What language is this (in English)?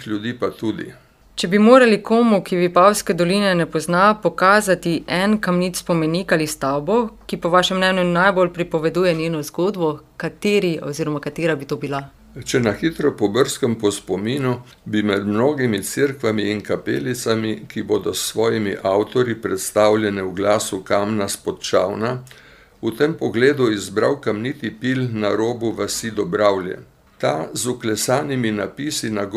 Slovenian